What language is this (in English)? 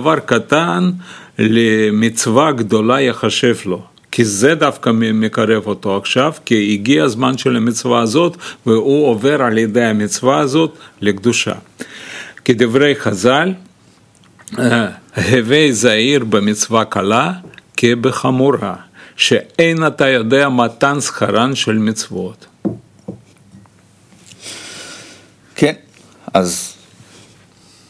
Hebrew